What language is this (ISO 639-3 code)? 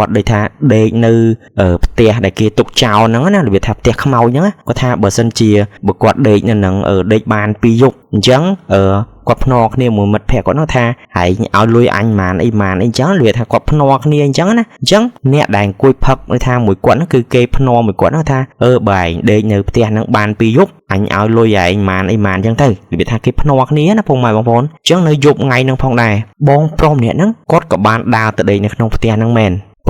khm